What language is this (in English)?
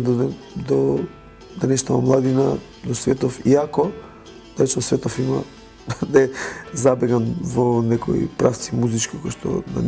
Macedonian